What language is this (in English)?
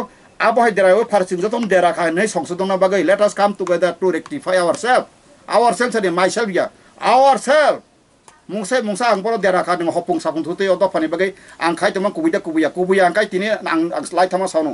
Kok Borok